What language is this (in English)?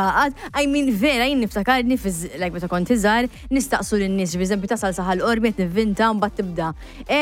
Maltese